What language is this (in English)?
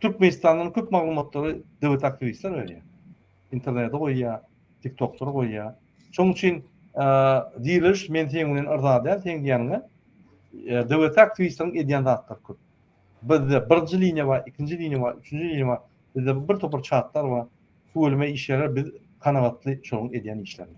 Turkmen